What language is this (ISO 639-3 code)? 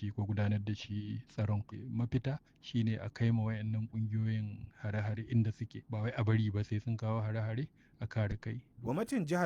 hau